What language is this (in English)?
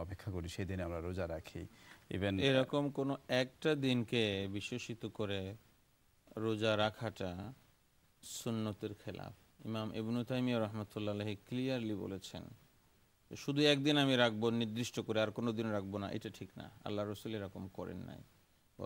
Bangla